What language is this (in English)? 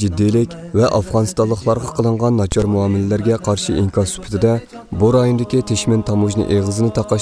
Uyghur